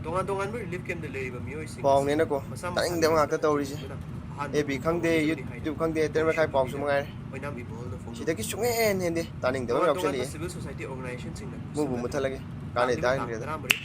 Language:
Manipuri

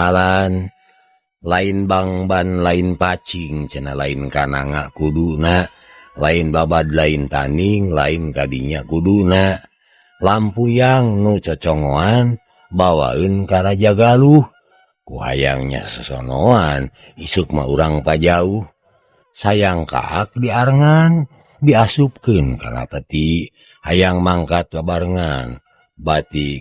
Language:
Sundanese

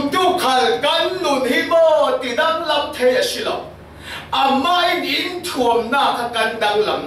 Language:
Falam Chin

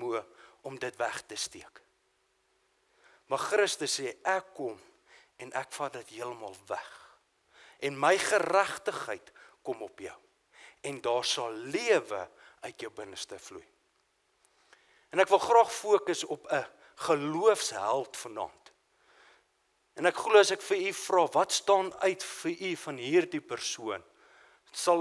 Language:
Afrikaans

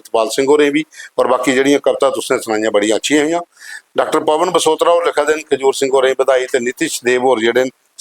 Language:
Dogri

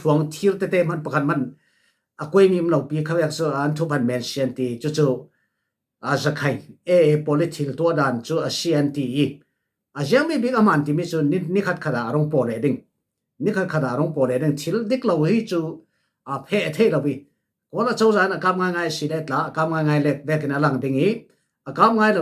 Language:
Falam Chin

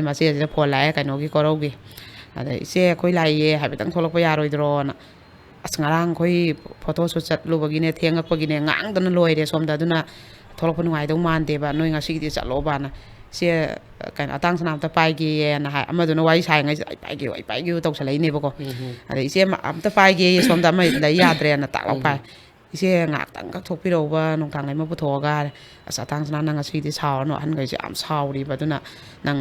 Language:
Manipuri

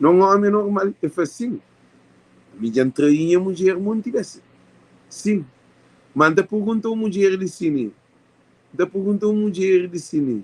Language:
Kabuverdianu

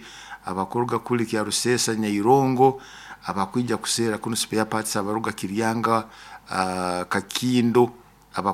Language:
Nyoro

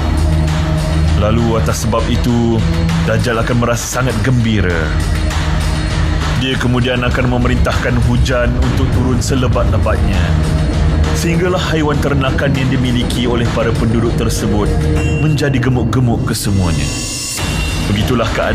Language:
Malay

